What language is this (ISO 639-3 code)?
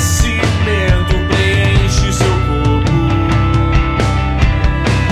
por